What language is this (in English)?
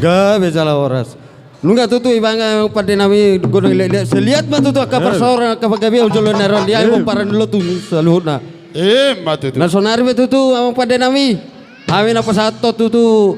Batak Toba